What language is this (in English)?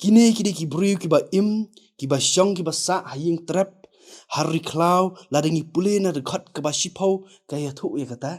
Khasi